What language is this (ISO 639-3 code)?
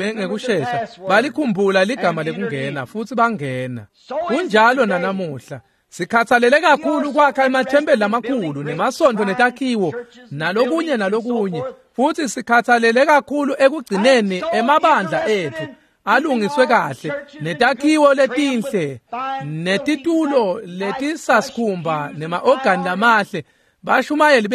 ssw